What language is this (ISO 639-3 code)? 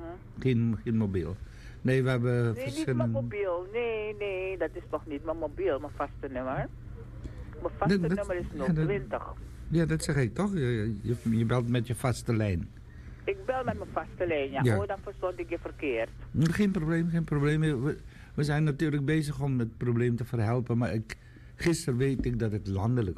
nld